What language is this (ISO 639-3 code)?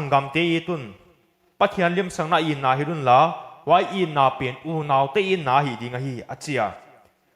pck